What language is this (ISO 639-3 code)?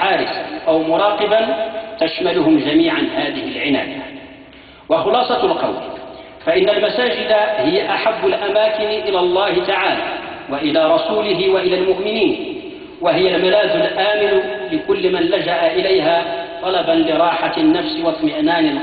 ara